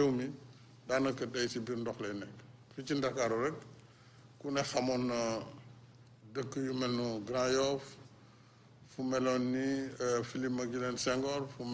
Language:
Wolof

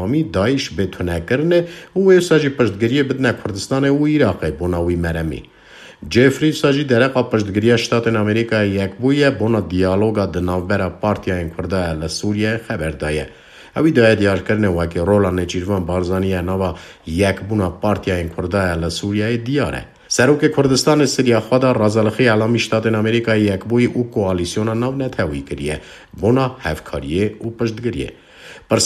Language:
Kurdish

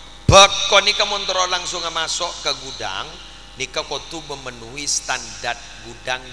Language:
Madurese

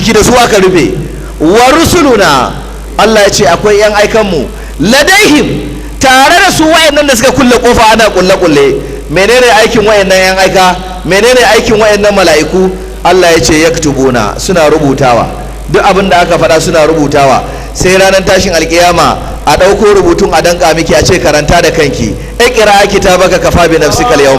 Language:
Hausa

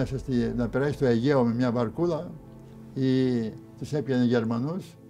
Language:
Greek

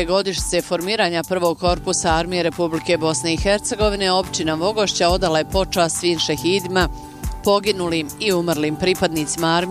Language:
Bosnian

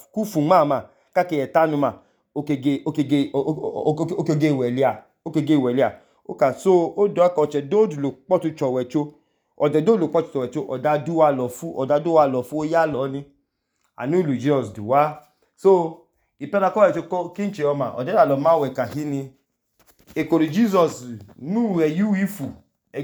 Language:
Idoma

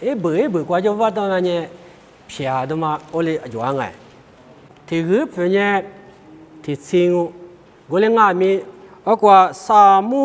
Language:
Lisu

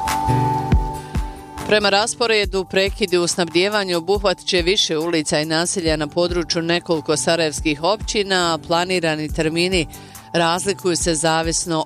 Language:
Bosnian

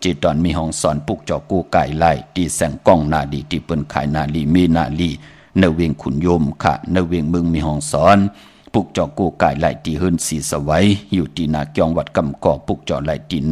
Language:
Shan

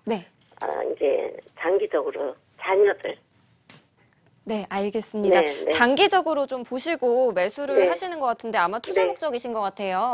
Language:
Korean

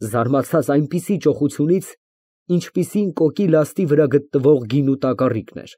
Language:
Armenian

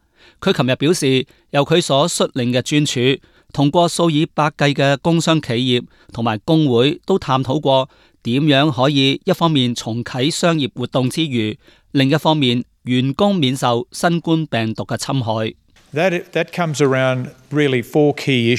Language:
Cantonese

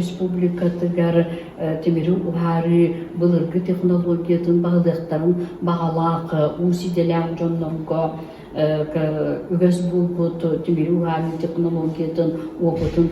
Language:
Yakut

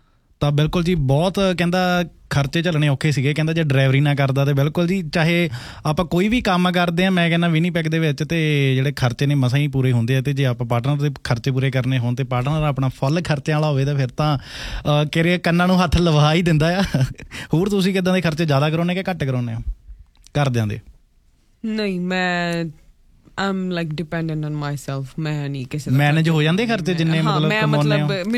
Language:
Punjabi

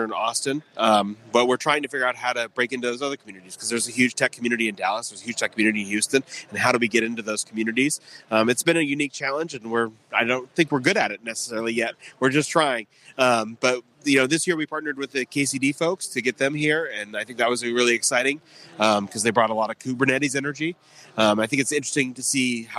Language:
English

